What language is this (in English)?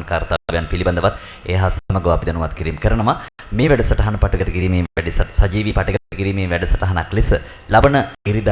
Sinhala